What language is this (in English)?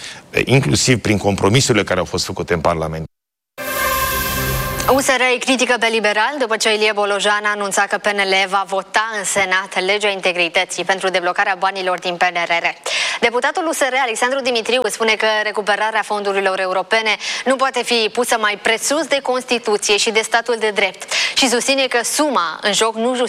Romanian